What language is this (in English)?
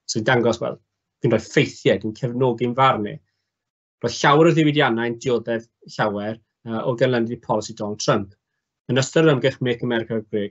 Welsh